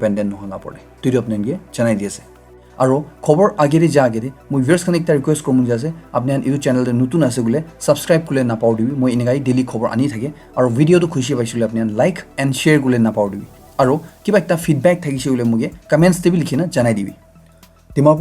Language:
Naga Pidgin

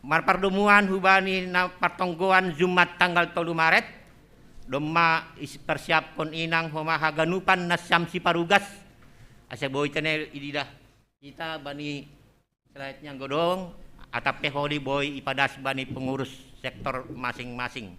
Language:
Batak Simalungun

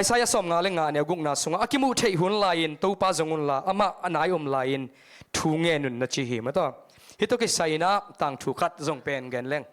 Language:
Tedim Chin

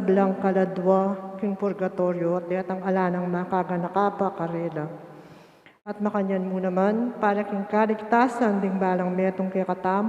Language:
Pampanga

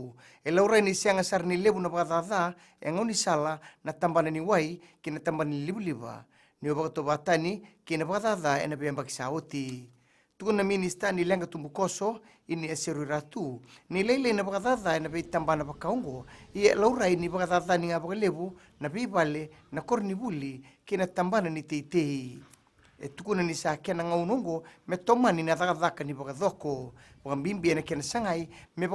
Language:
Fijian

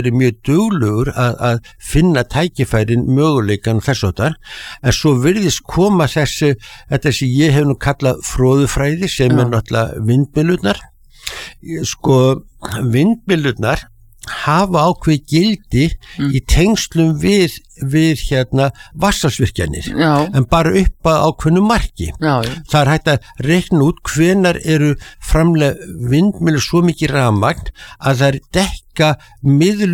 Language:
Icelandic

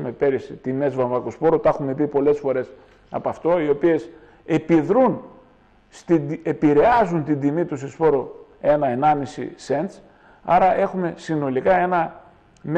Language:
Greek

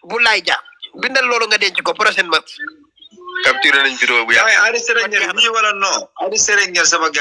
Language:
Wolof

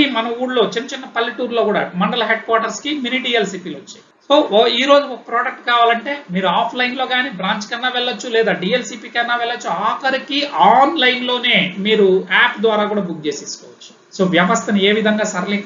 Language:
Telugu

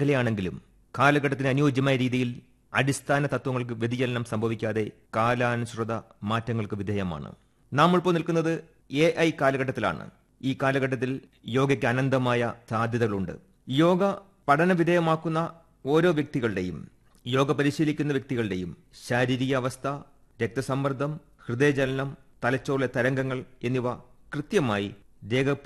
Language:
Malayalam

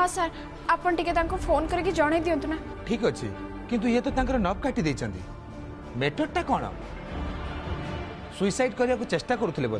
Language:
Odia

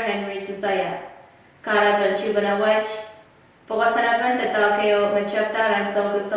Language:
Pohnpeian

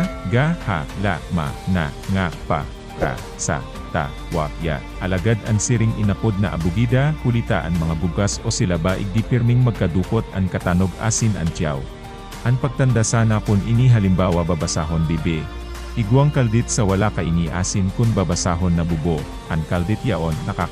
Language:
Bikol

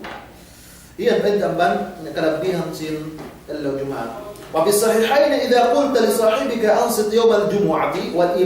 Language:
Yakan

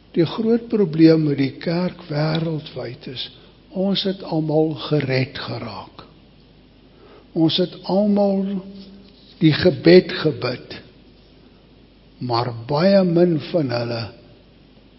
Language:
Afrikaans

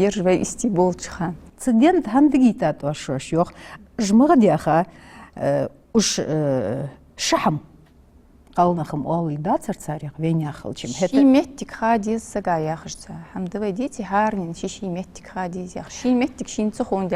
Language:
Ingush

